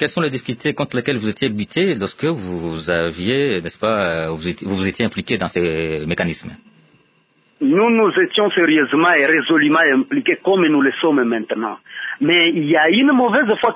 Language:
French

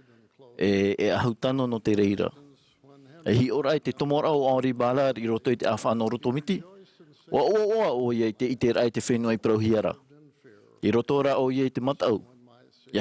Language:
Tahitian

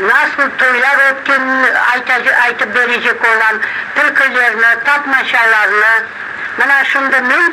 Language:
Crimean Tatar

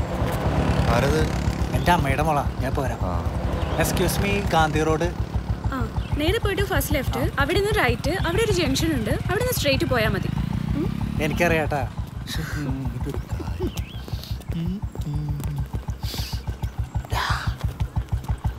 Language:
Malayalam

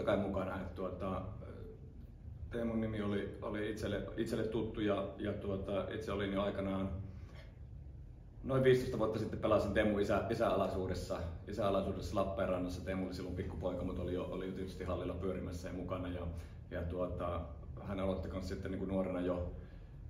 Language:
Finnish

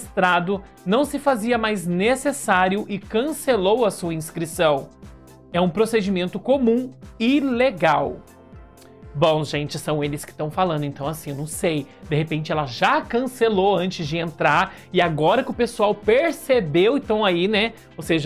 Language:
Portuguese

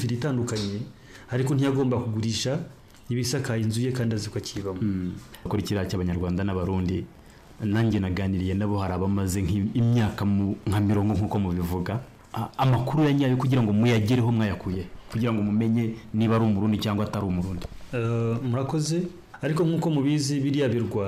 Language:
Kinyarwanda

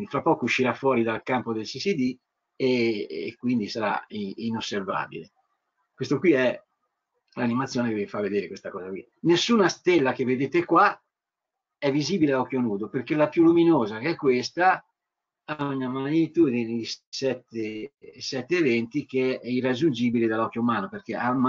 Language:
Italian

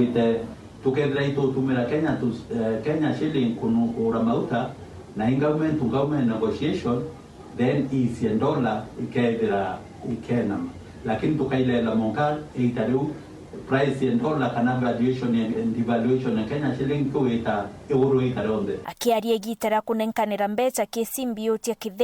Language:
Meru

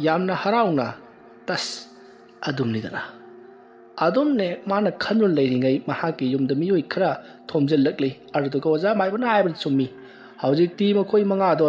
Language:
Manipuri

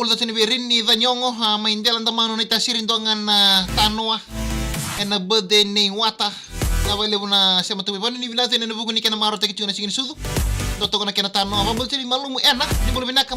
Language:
Fijian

